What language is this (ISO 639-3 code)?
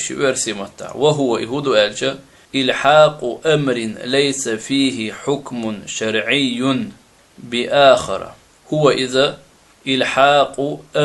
che